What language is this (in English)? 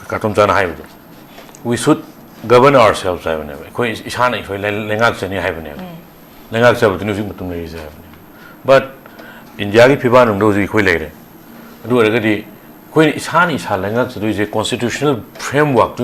Manipuri